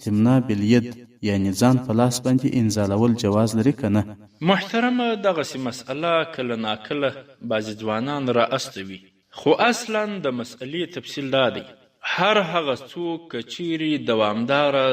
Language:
Pashto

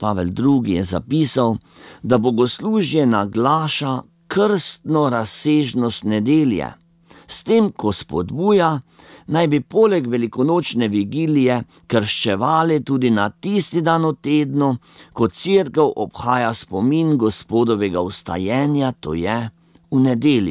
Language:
Slovenian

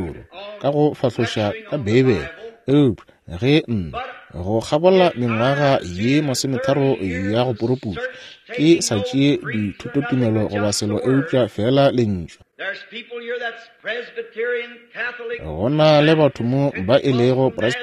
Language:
Northern Sotho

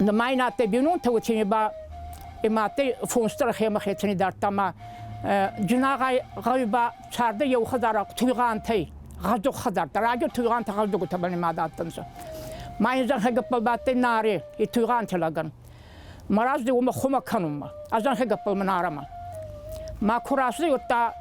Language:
Ossetic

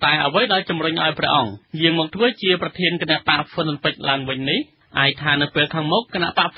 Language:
Khmer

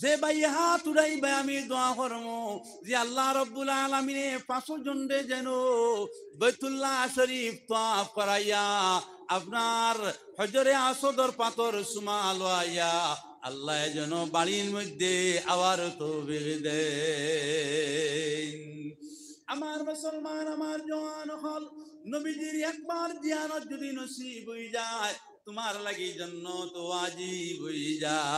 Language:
Sylheti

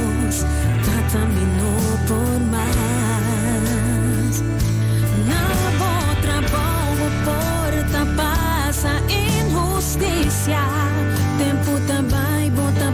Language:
Papiamento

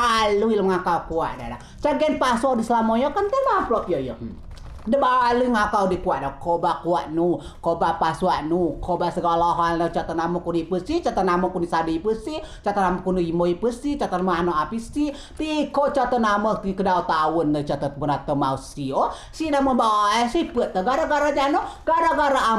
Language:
Rejang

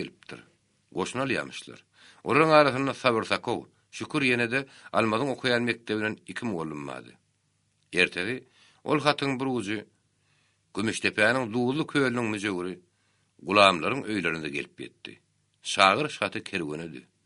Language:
Turkmen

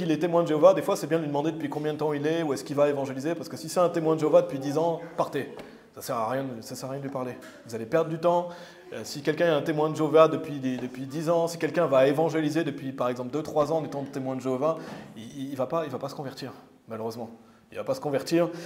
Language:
French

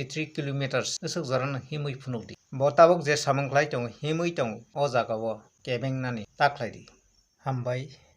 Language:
Kok Borok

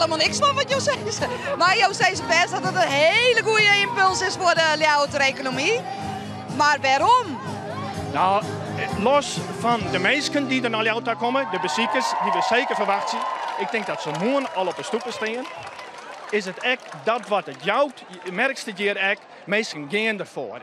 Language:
Western Frisian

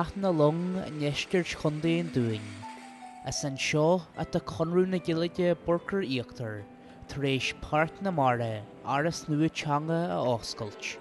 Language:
Irish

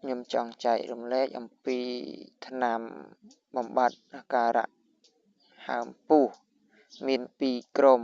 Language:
Khmer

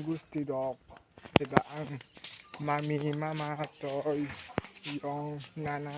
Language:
Kok Borok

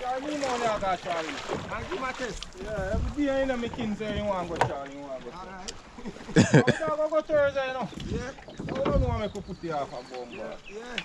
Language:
Jamaican Creole English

